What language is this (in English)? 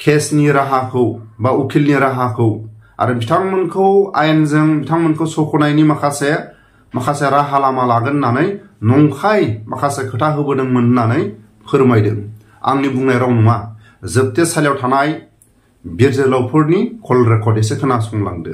Bodo